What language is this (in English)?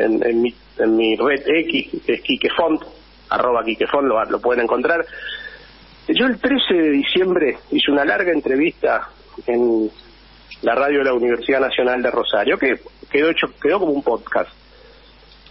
Spanish